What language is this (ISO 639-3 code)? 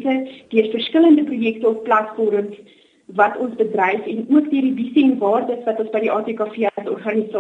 afr